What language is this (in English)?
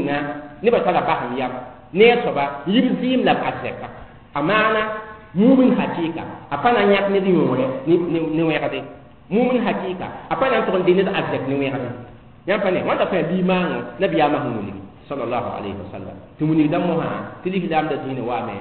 Mossi